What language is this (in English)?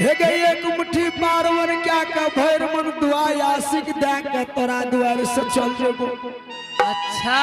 Angika